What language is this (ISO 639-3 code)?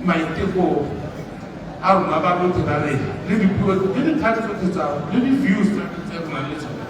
tsn